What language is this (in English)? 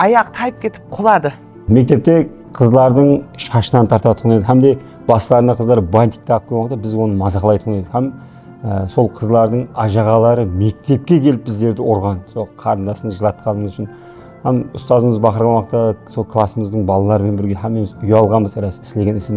Kara-Kalpak